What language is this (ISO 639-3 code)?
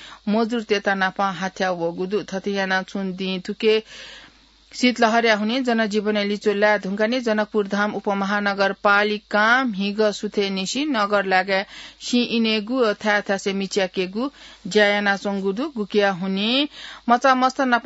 new